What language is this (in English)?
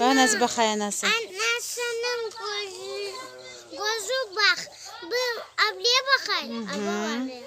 Crimean Tatar